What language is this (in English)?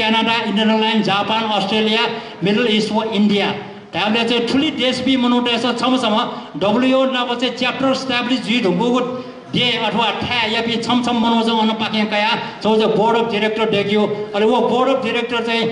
Newari